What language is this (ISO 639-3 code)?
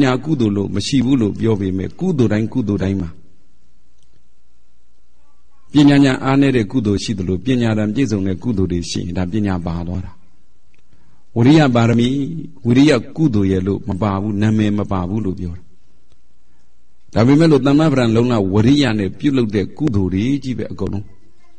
mya